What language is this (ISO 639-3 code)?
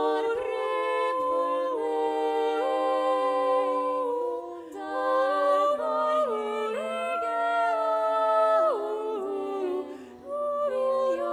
swe